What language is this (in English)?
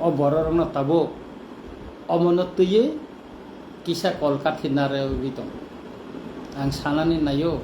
Kok Borok